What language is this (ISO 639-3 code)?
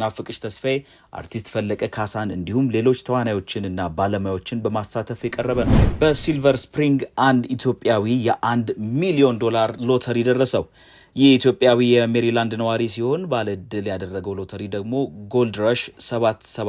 amh